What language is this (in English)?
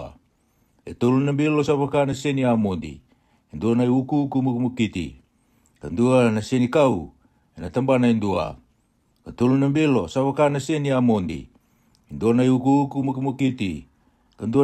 Fijian